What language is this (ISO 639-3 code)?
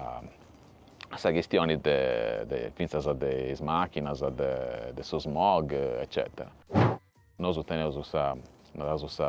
srd